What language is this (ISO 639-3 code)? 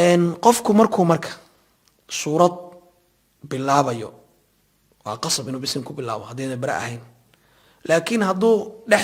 som